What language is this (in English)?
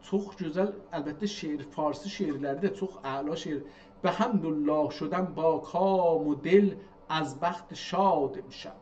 South Azerbaijani